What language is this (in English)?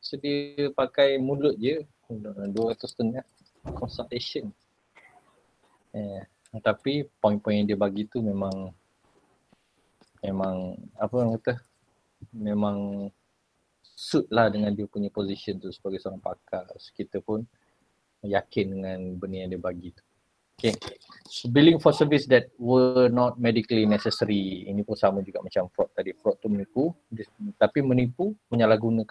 Malay